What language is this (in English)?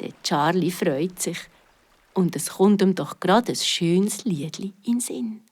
Swiss German